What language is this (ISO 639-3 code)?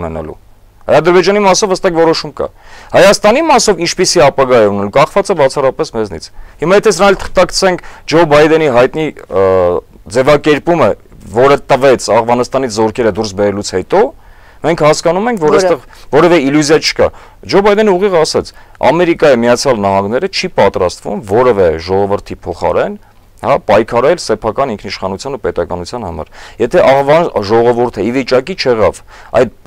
hye